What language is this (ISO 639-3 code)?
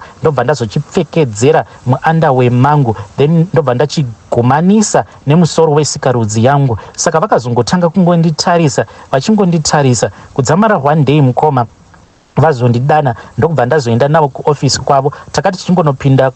sna